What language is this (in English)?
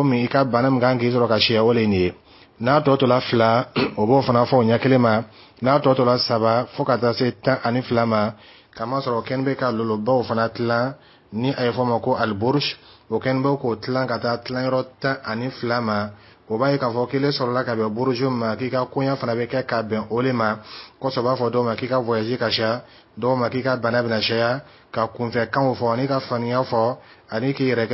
Dyula